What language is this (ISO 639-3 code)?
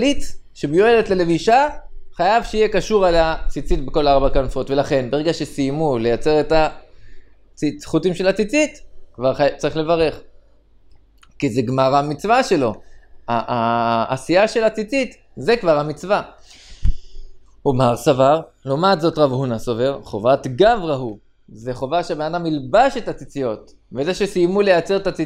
heb